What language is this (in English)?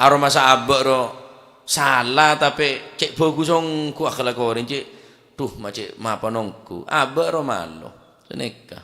Madurese